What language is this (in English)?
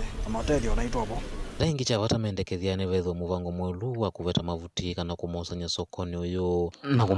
Kamba